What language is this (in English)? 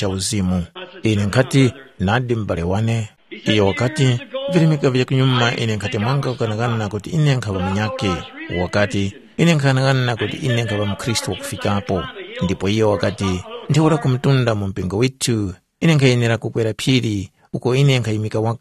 Tumbuka